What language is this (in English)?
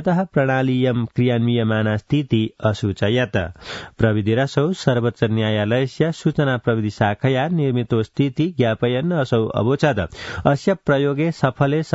Sanskrit